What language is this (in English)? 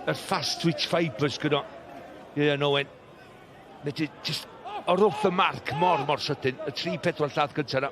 Welsh